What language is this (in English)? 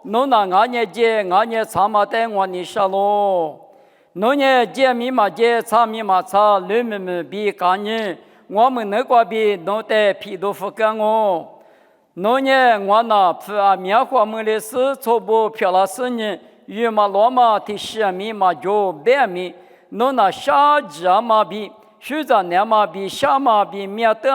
Lisu